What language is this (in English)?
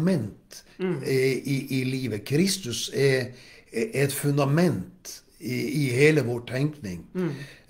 Norwegian